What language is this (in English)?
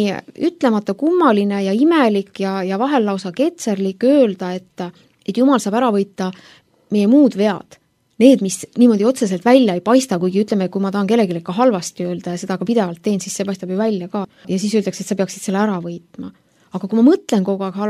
Estonian